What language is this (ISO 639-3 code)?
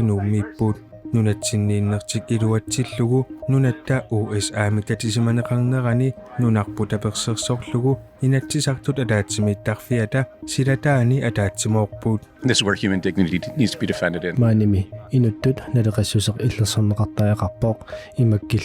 kal